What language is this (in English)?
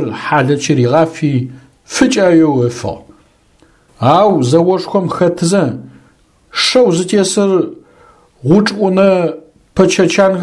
Adyghe